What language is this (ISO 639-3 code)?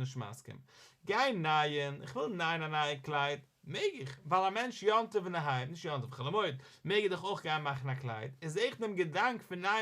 yid